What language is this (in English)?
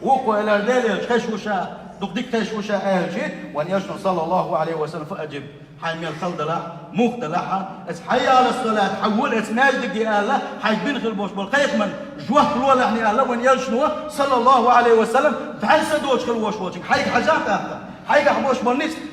Chechen